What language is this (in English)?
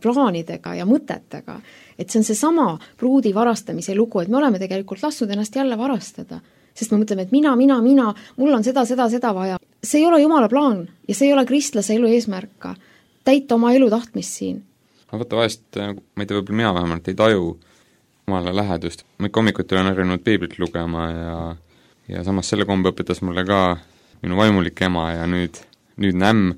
Estonian